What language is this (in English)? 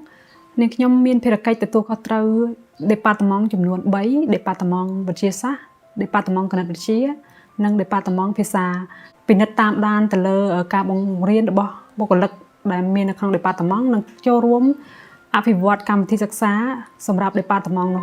Khmer